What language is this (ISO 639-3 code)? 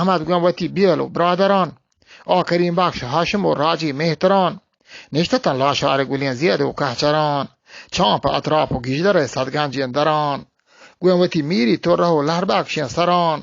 bgp